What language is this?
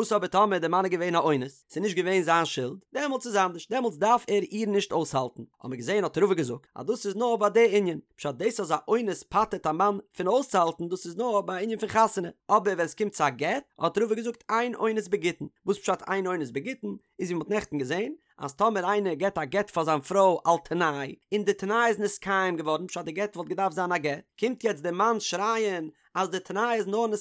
Yiddish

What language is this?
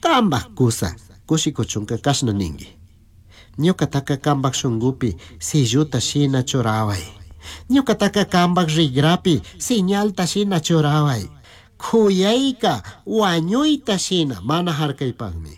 Chimborazo Highland Quichua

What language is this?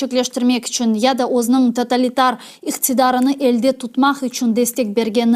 Crimean Tatar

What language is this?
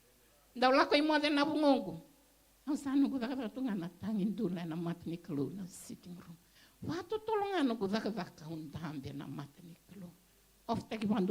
Fijian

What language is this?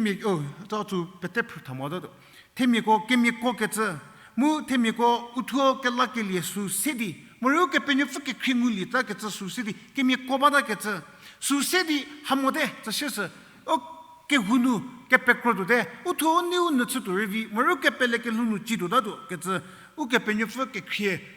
Angami Naga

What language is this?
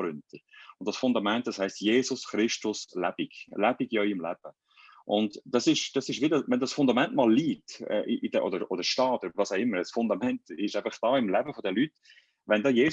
Swiss German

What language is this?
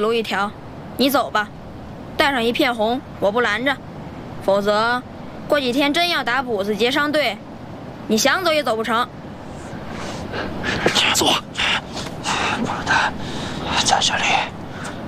Chinese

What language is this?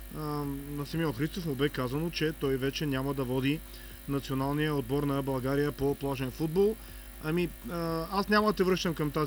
Bulgarian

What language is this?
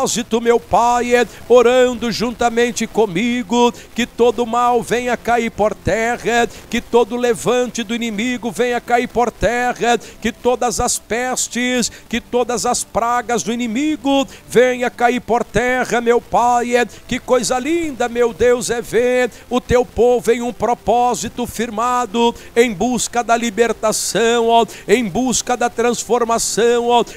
Portuguese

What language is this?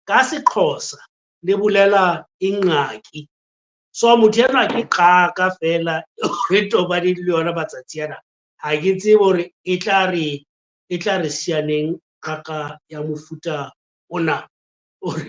Southern Sotho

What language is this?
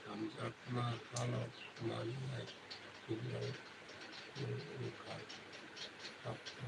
Kok Borok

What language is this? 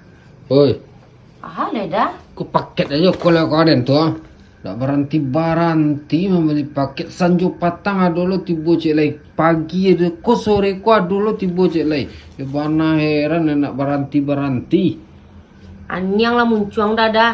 Minangkabau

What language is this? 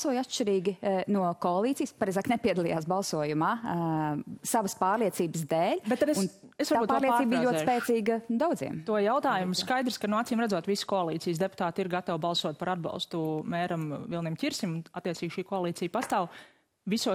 Latvian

